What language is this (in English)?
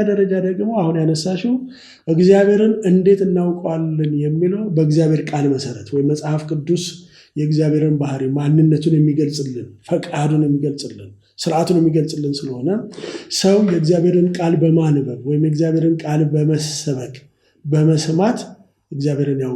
Amharic